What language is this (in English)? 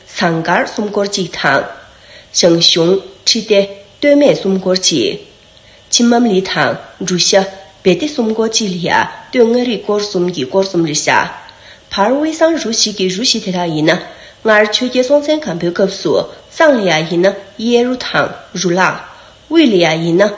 Tibetan